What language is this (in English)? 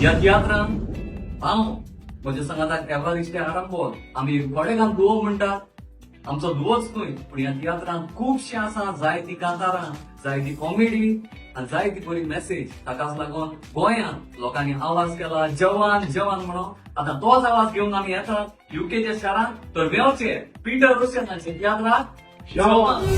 Konkani